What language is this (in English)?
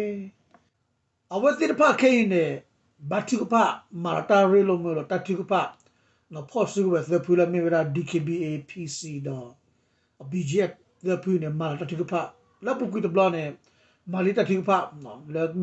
S'gaw Karen